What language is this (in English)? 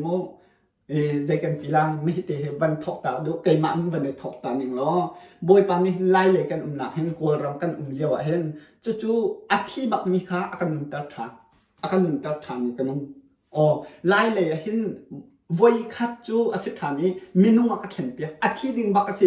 Hakha Chin